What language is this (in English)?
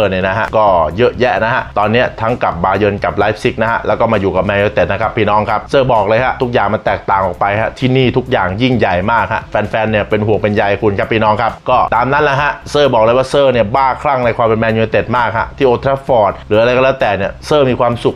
Thai